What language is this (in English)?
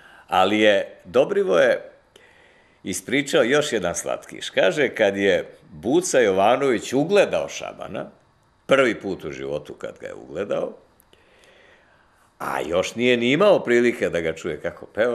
Serbian